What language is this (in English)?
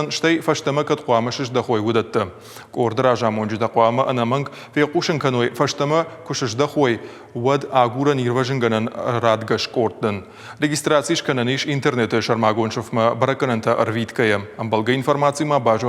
Ossetic